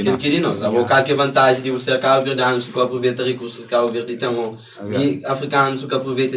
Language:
Kabuverdianu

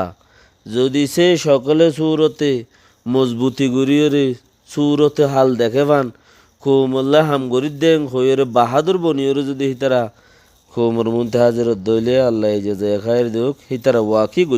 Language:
Rohingya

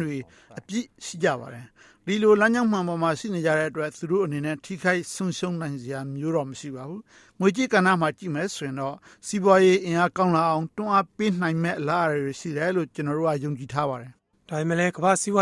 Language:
Burmese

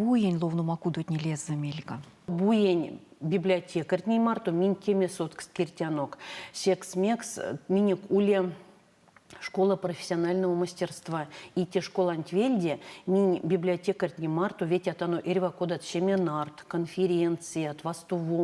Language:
Erzya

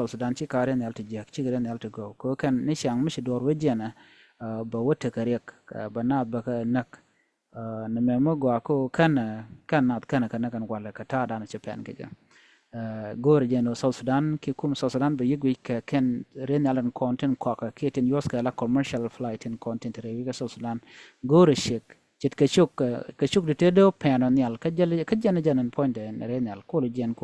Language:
Nuer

